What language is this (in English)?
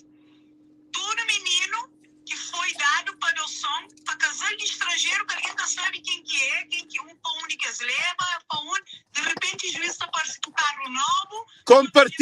Kabuverdianu